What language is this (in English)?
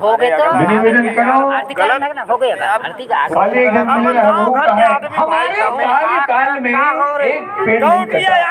Chhattisgarhi